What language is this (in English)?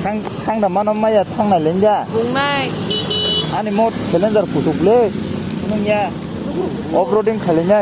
Kok Borok